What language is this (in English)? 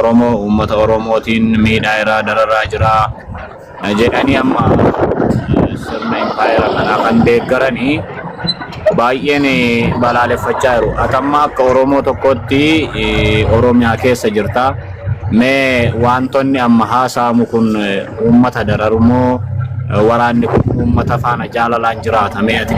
Oromo